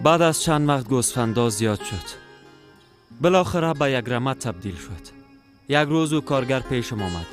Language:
Persian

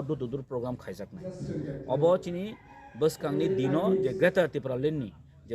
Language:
Kok Borok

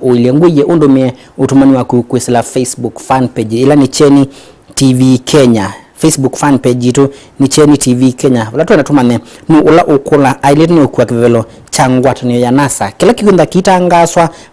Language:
Kamba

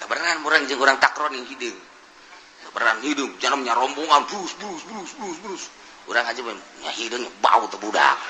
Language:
Sundanese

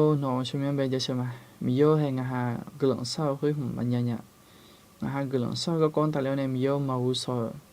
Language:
Akha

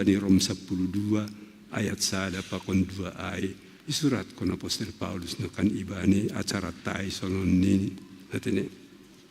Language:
Batak Simalungun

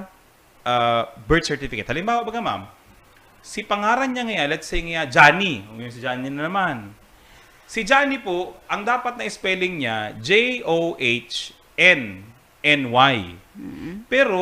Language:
Bikol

